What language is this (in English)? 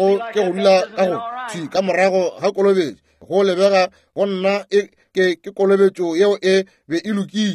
Northern Sotho